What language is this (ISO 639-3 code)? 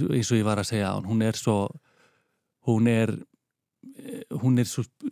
isl